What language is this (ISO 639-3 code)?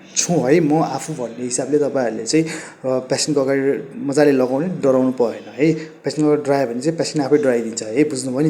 nep